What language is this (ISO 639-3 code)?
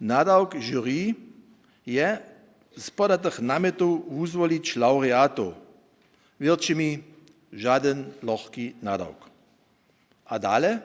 hsb